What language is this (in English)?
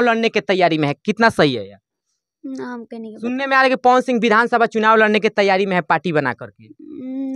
Bhojpuri